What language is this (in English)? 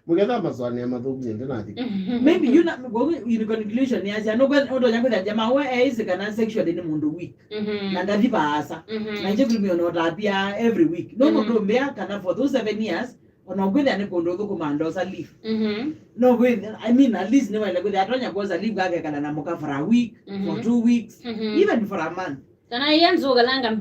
Kamba